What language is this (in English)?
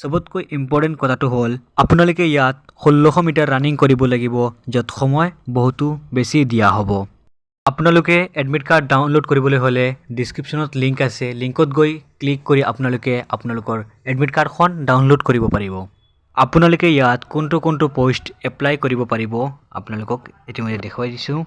Assamese